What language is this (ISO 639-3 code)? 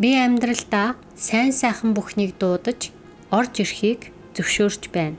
mon